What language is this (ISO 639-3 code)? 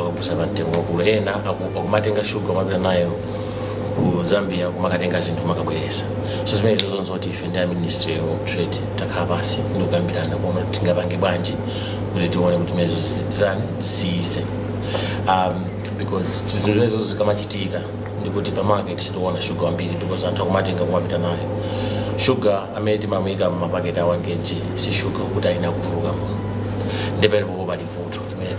nya